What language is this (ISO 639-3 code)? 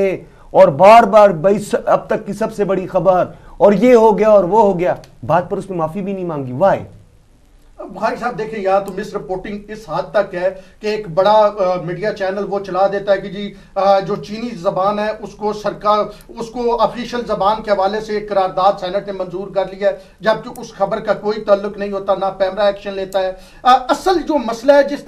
urd